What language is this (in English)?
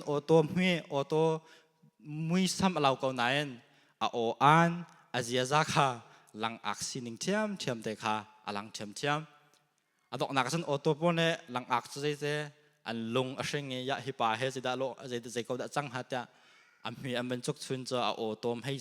Hakha Chin